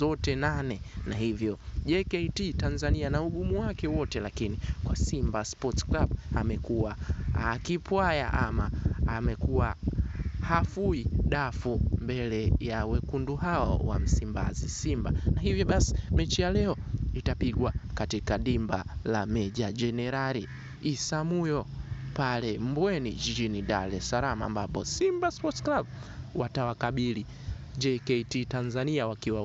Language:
Swahili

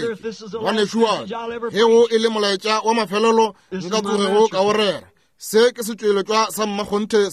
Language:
Northern Sotho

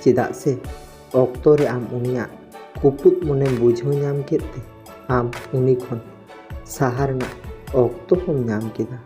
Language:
Santali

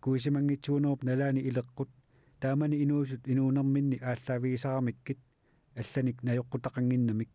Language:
Kalaallisut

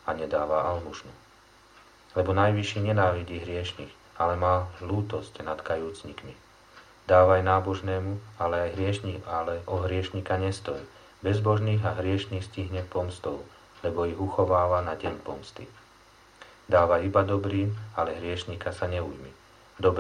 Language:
Slovak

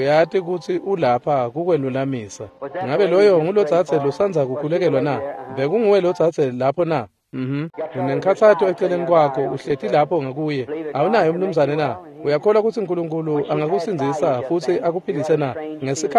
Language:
Swati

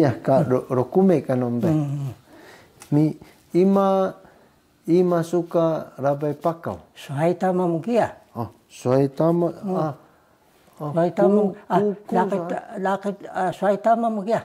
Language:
Taroko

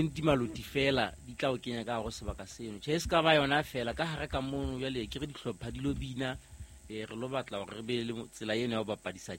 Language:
Southern Sotho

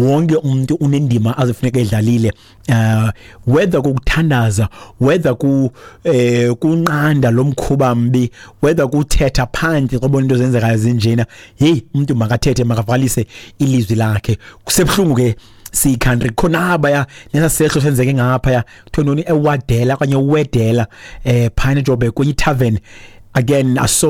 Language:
Xhosa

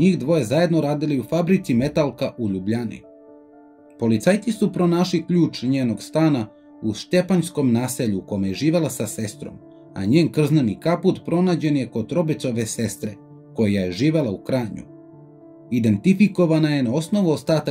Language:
Serbian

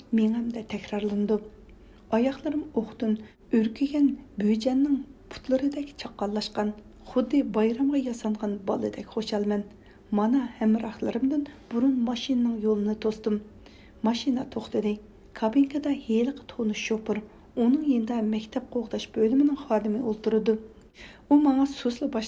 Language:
Uyghur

